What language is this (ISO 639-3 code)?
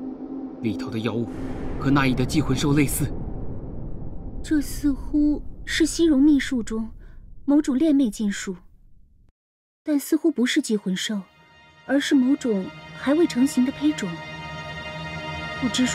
zho